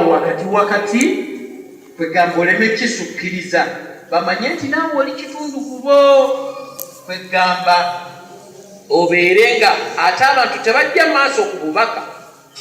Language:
Ganda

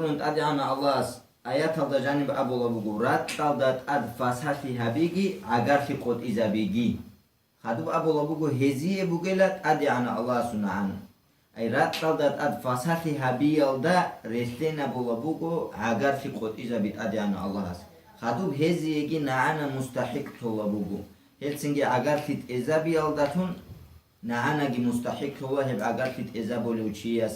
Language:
Avaric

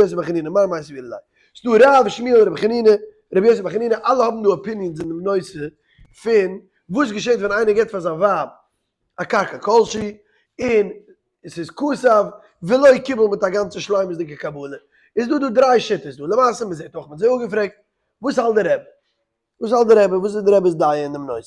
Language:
Yiddish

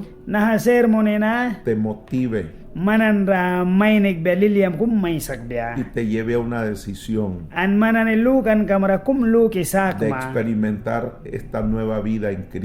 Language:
Mískito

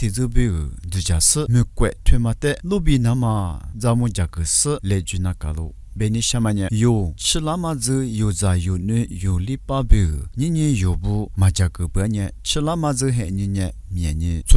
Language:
Lisu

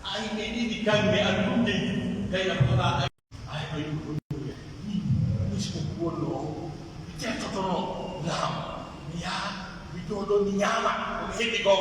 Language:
Pular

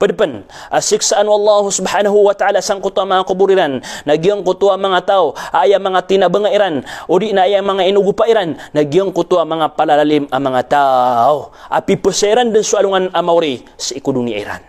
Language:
Maranao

